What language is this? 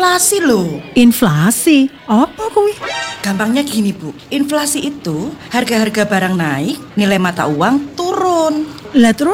Indonesian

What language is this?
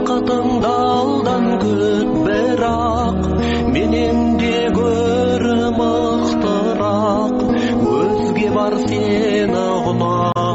Kazakh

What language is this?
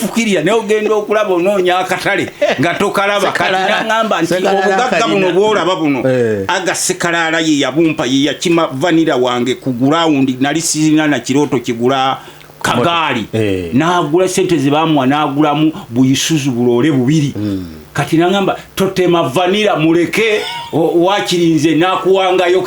Ganda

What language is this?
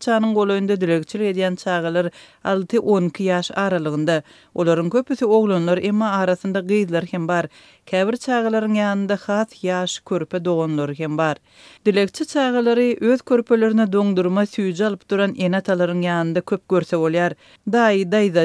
Turkmen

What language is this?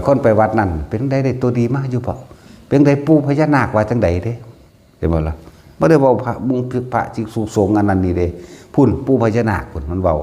Northeastern Thai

